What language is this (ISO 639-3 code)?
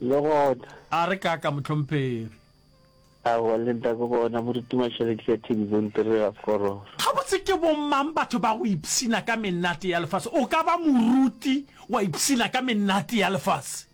nso